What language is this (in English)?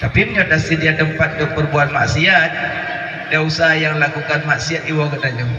Achinese